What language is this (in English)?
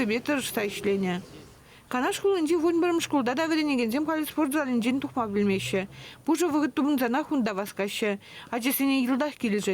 Chuvash